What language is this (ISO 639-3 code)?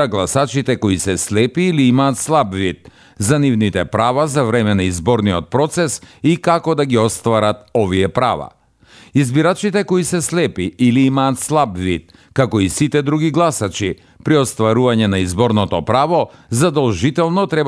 mkd